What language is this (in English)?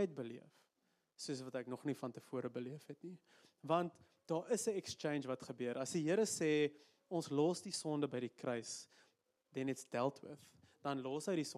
Afrikaans